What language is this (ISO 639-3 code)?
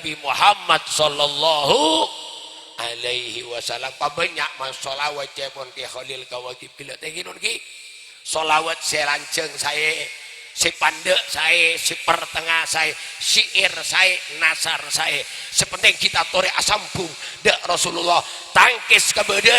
mad